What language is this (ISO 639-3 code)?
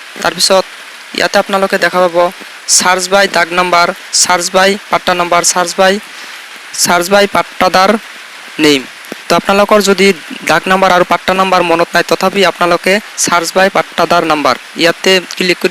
asm